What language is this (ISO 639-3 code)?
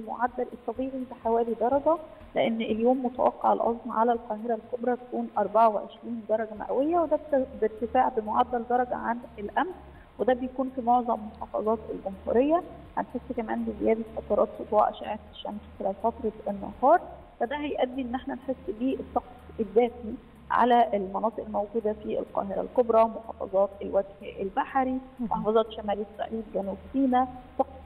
arz